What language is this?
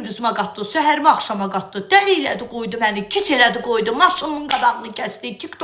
Azerbaijani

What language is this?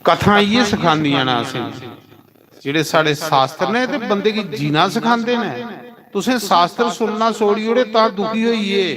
Dogri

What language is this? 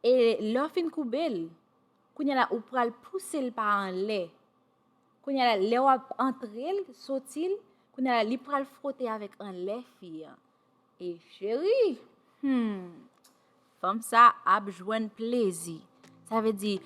Haitian Creole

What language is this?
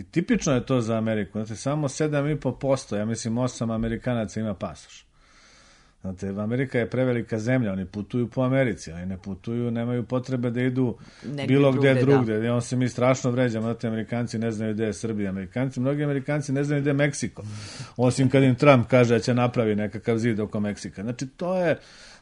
Serbian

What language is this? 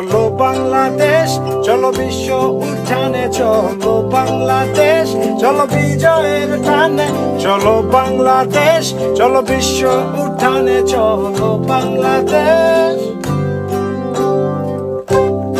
Bangla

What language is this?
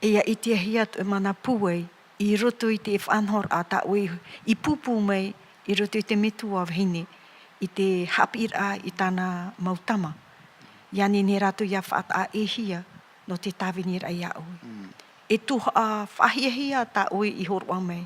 Tahitian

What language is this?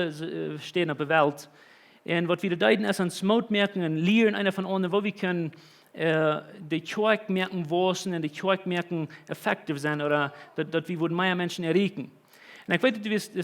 Plautdietsch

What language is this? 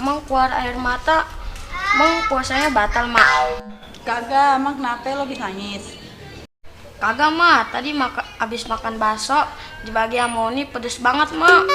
Betawi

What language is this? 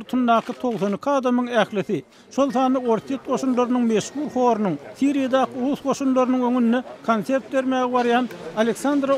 Turkmen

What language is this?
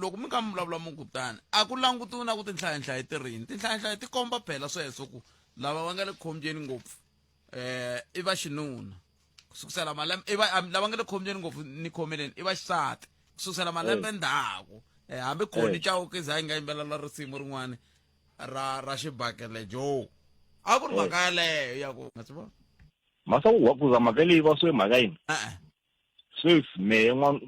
Tsonga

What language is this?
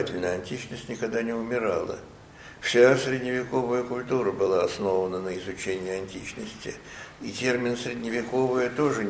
Russian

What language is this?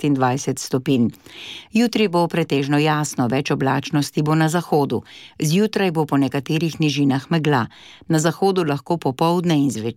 Slovenian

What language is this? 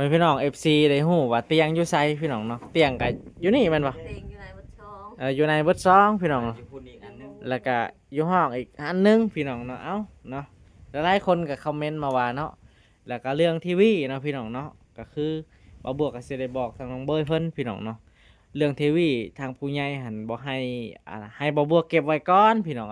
Lao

